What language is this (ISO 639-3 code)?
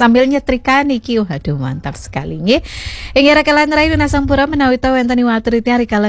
ban